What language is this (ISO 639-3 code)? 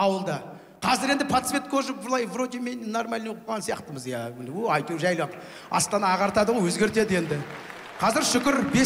kaz